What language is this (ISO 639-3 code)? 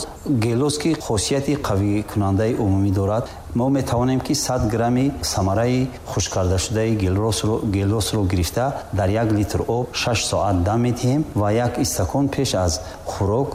tgk